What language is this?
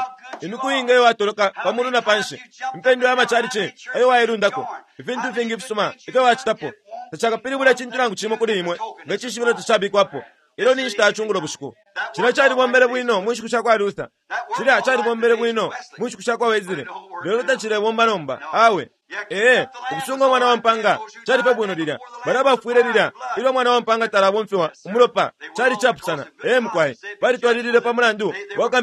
Bemba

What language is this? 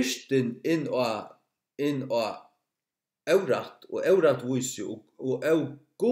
Faroese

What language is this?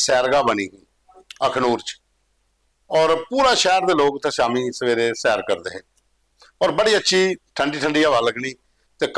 Dogri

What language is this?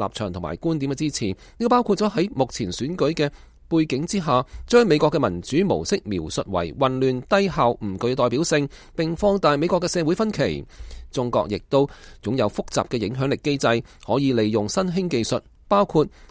Cantonese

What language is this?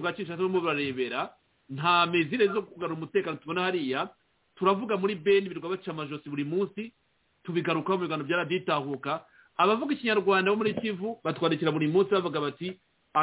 Kinyarwanda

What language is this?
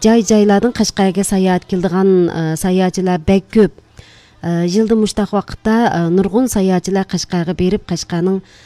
Uyghur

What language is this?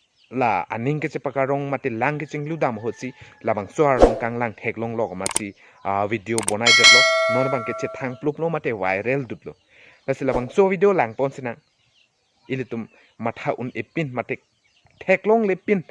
Karbi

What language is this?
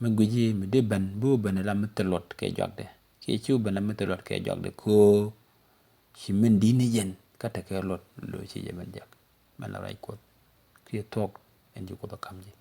Nuer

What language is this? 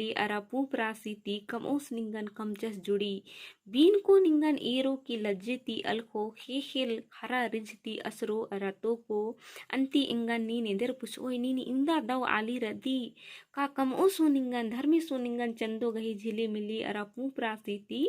Kurukh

